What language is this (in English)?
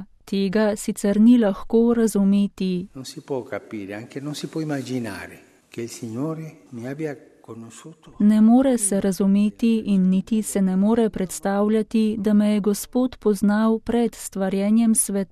Slovenian